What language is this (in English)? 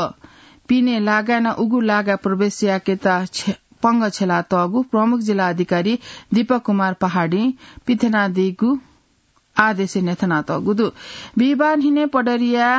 Newari